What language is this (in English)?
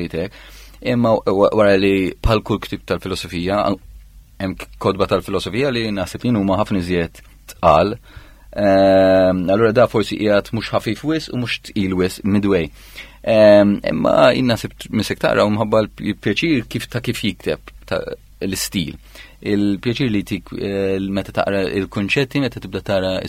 Maltese